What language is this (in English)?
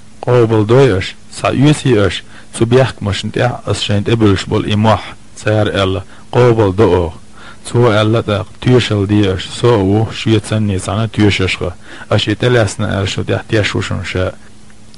Chechen